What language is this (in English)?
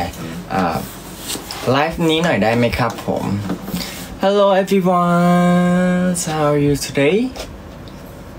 Thai